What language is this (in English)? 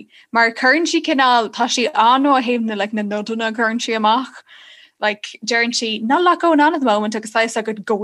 Irish